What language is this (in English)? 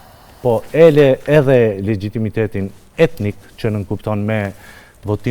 Albanian